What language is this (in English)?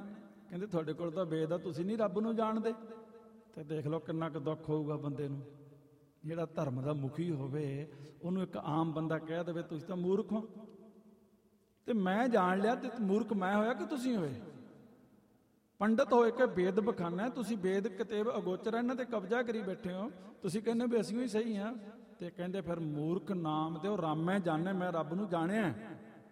Punjabi